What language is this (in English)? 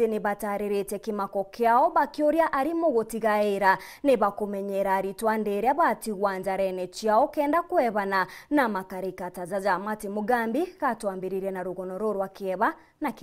Meru